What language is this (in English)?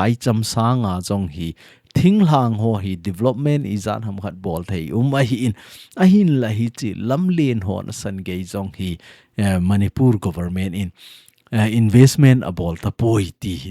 Thado Chin